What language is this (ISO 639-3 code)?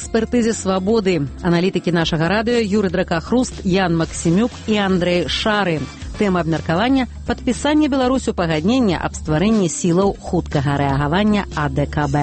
bel